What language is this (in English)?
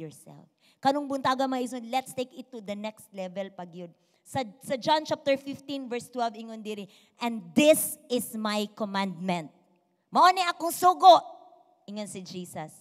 Cebuano